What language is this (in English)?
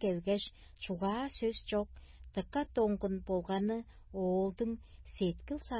Tuvinian